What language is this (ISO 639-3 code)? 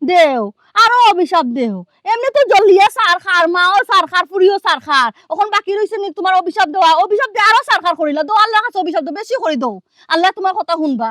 syl